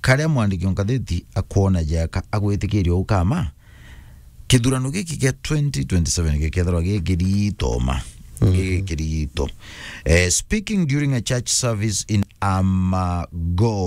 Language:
Meru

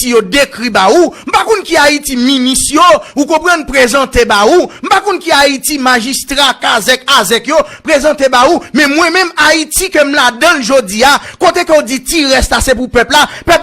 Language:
Haitian Creole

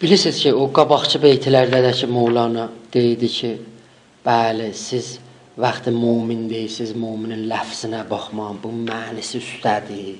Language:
South Azerbaijani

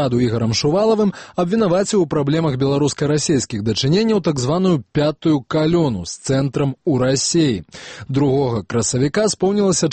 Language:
Belarusian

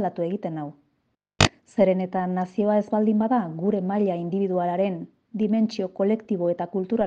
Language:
Basque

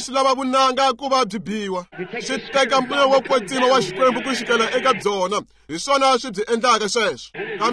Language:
Tsonga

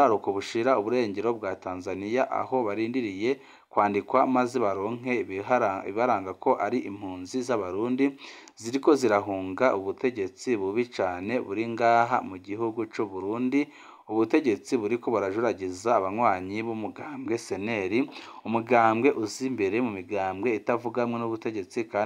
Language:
Rundi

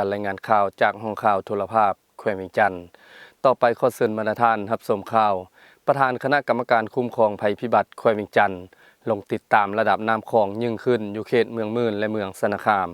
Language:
Lao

